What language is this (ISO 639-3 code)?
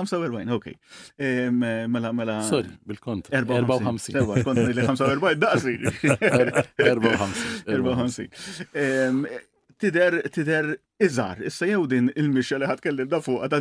mlt